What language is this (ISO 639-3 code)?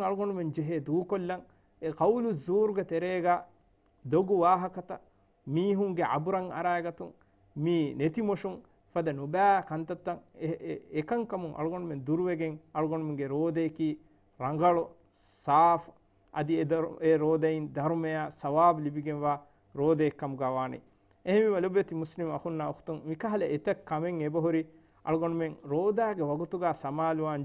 div